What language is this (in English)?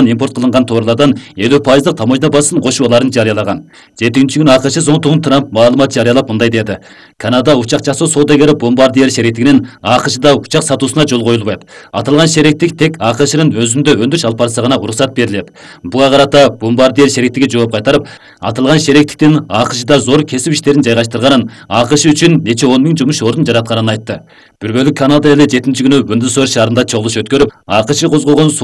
Kyrgyz